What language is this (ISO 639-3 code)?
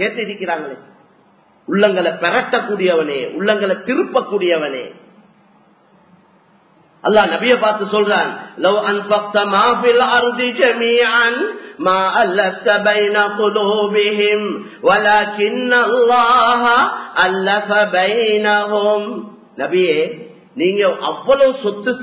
tam